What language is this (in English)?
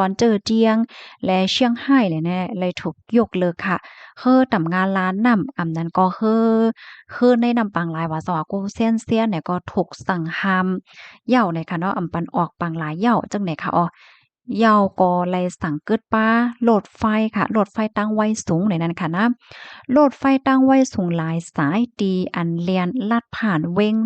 Shan